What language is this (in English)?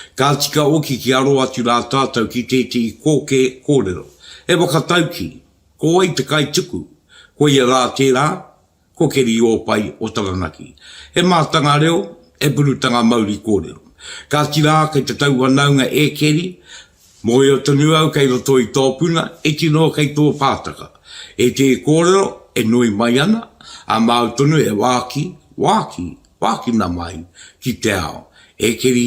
Māori